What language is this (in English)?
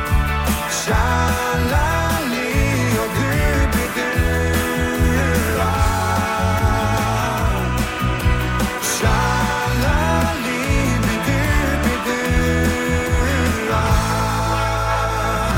Norwegian